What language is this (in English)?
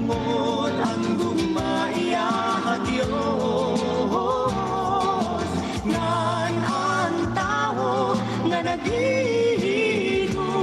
Waray